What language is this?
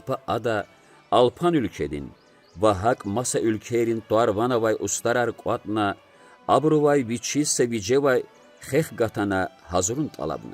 Lezghian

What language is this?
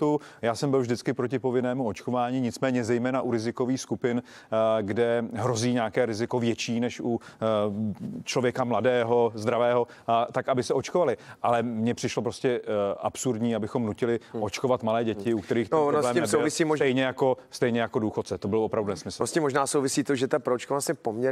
Czech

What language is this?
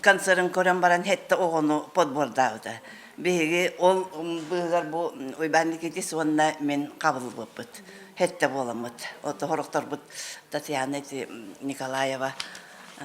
Yakut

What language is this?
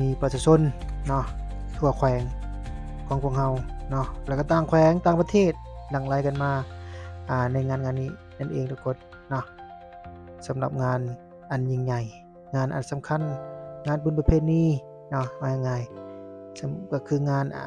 Lao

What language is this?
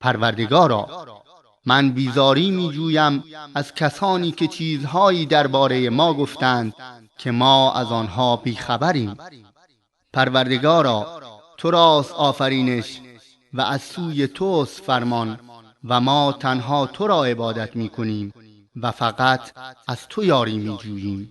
Persian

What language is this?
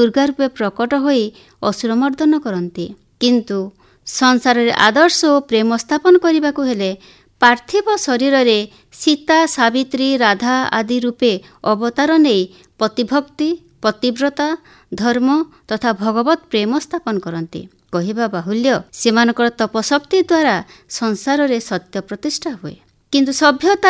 Odia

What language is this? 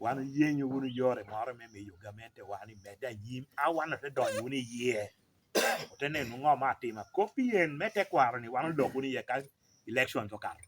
Lango (Uganda)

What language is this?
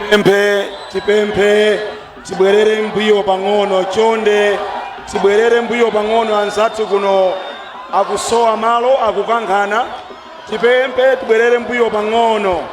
Nyanja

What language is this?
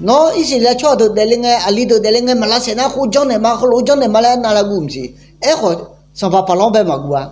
Akha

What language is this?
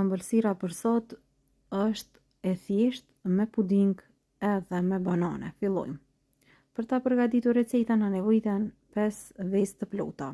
Albanian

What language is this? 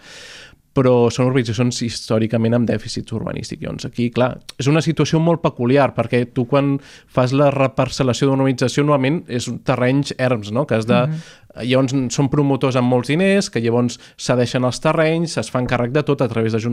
Catalan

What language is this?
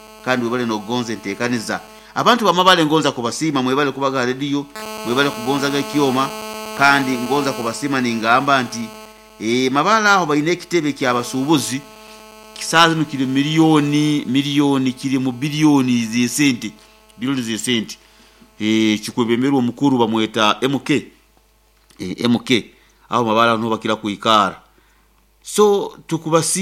Nyoro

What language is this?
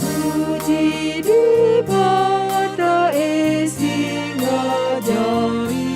Batak Karo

